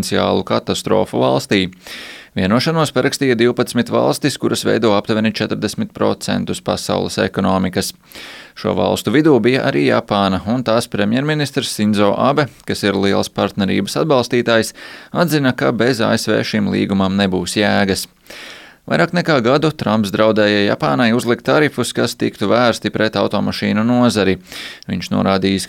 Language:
Latvian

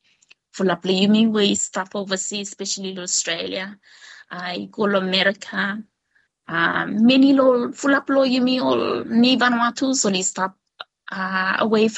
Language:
Bislama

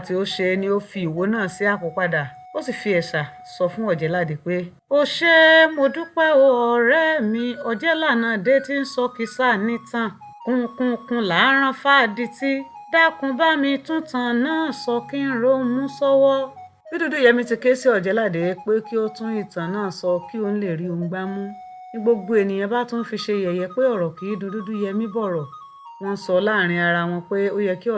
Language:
Yoruba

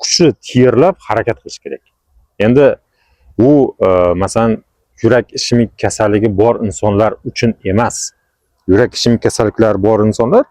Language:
Uzbek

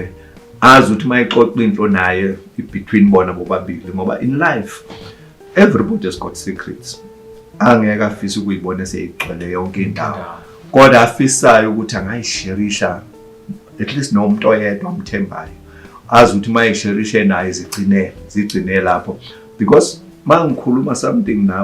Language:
Zulu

